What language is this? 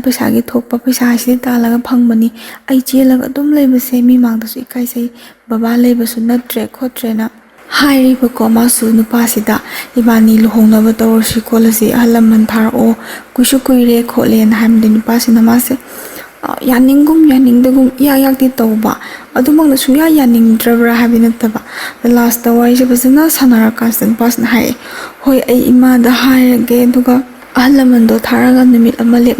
Manipuri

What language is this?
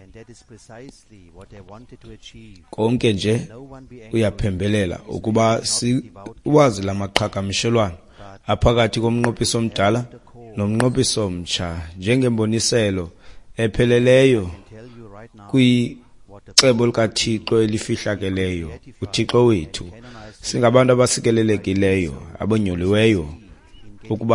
Xhosa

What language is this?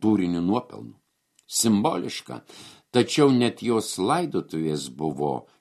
Lithuanian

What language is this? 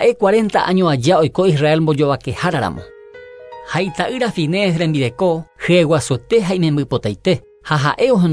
Guarani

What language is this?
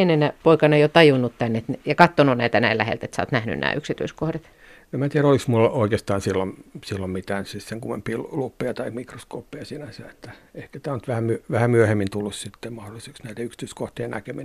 Finnish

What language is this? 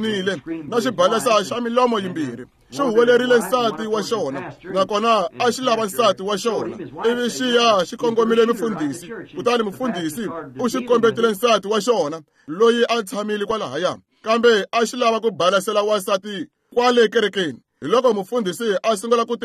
Tsonga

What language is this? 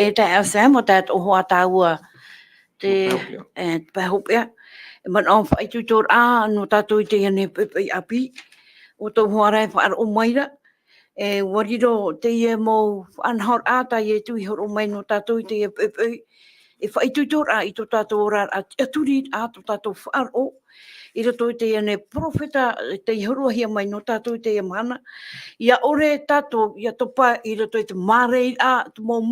Tahitian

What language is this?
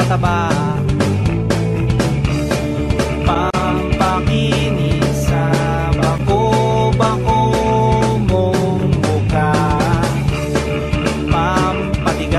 Filipino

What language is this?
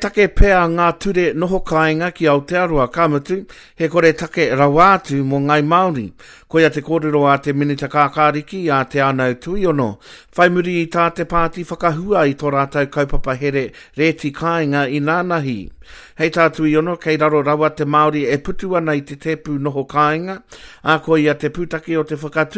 Māori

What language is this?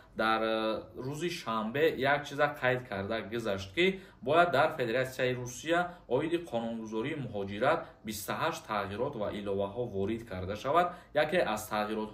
Tajik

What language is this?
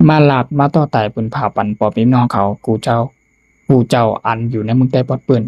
Shan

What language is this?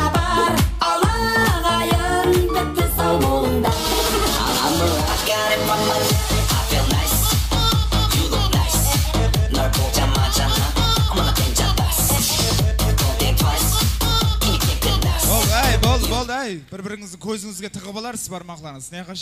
Kazakh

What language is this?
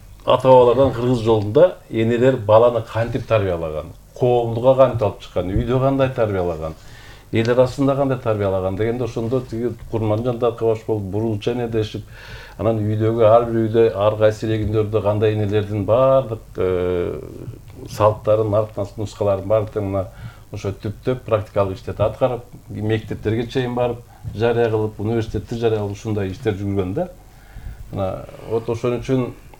Kyrgyz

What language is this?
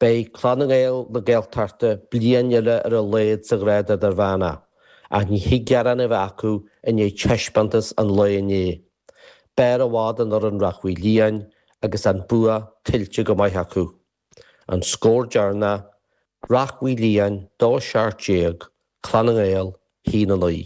Irish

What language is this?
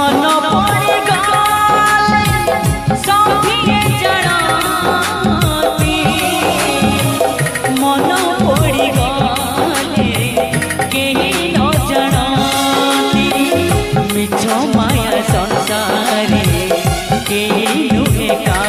Odia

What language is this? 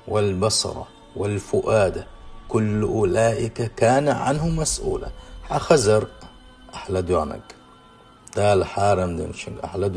Chechen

